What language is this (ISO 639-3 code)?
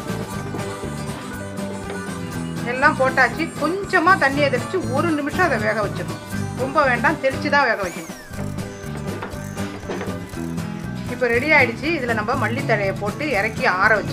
tam